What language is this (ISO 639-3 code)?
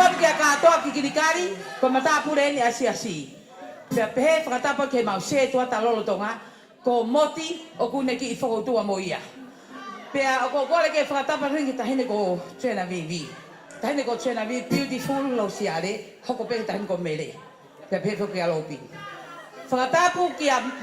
ton